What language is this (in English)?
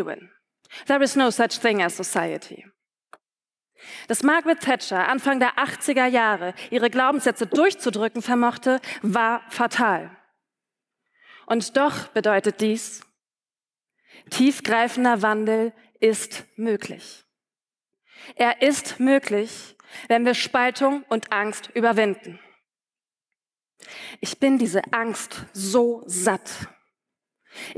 German